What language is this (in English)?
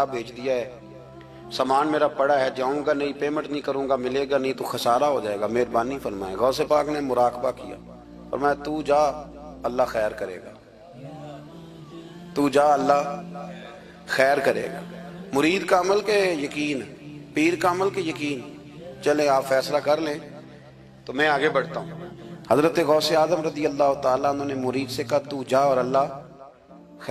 Urdu